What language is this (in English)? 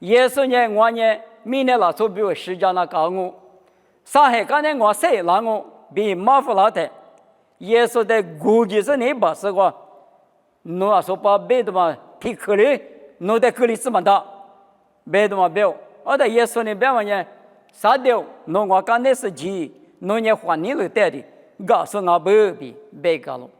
Lisu